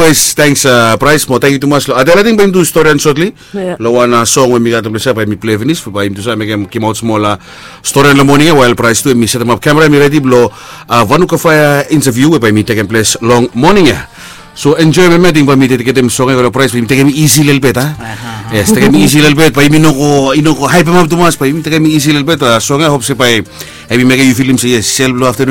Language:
Bislama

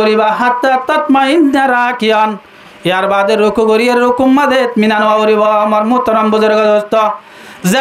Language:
Rohingya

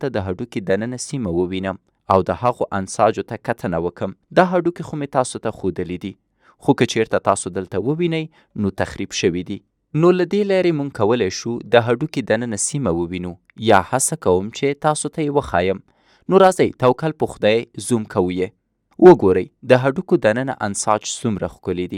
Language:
Pashto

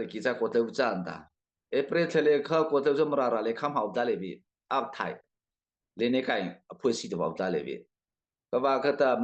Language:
Mara Chin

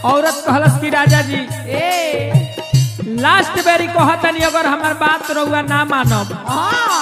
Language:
Bhojpuri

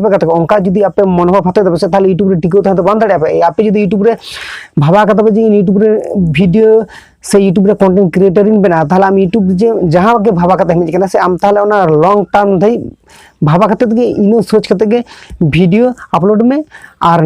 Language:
Santali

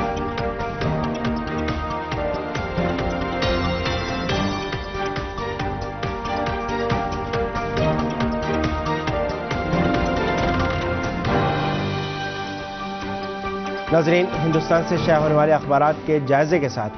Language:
Urdu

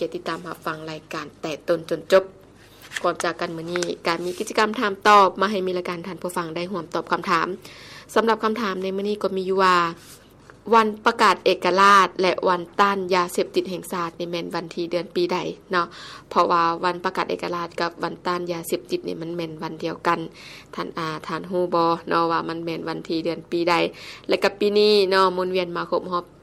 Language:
Lao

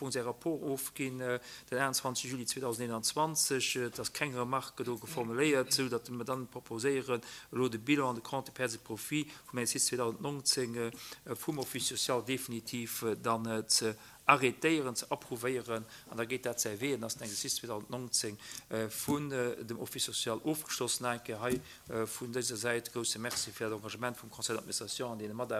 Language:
Luxembourgish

